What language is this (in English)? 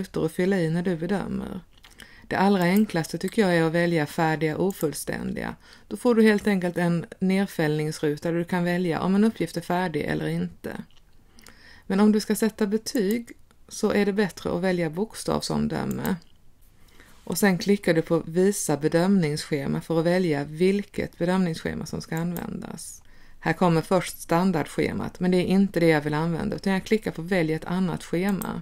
Swedish